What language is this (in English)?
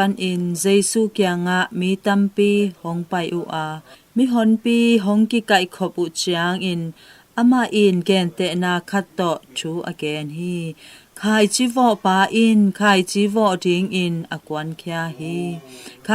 Tedim Chin